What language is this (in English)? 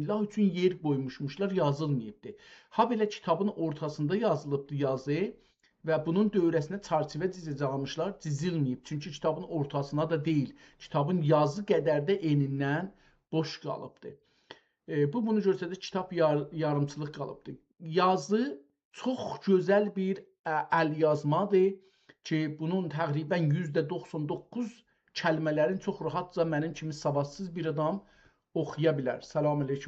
South Azerbaijani